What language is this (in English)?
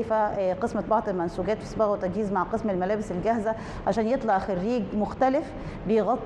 Egyptian Arabic